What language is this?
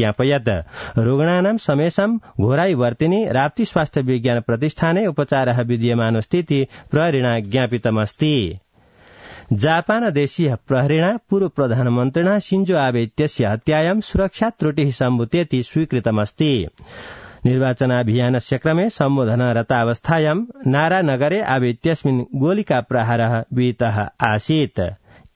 Sanskrit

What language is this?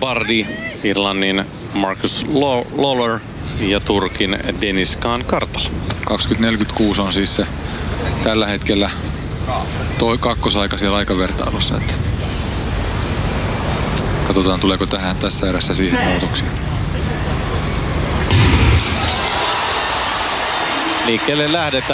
Finnish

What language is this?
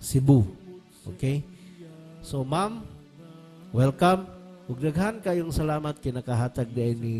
Cebuano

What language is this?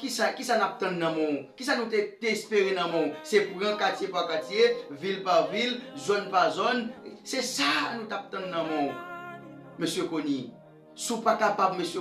Haitian Creole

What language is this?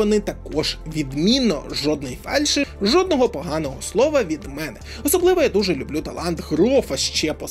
Ukrainian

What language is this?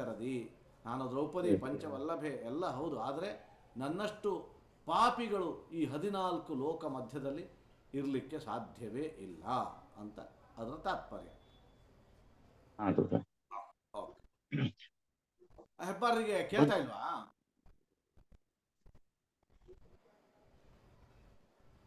Kannada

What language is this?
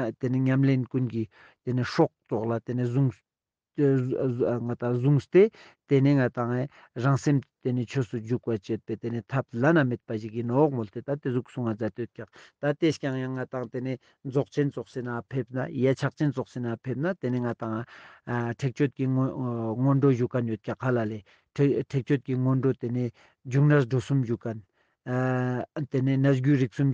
Ladakhi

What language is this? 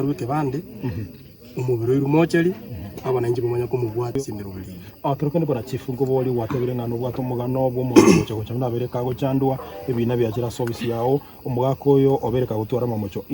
Gusii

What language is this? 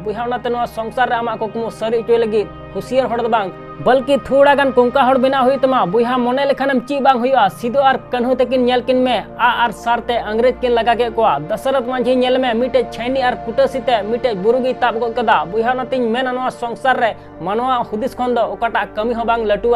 Santali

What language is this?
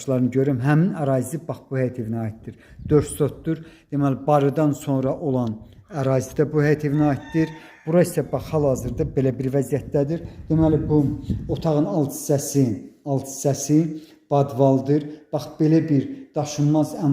Azerbaijani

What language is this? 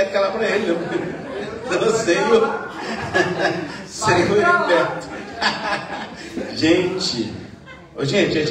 Portuguese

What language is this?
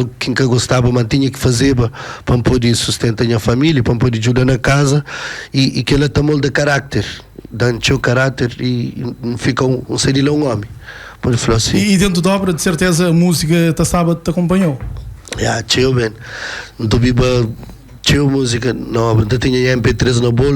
Kabuverdianu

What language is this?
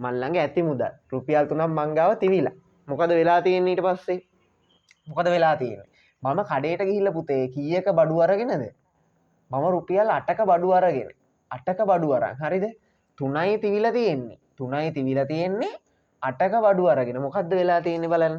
Sinhala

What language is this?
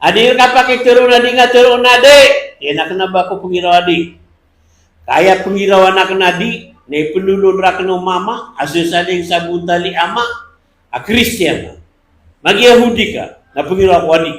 Maranao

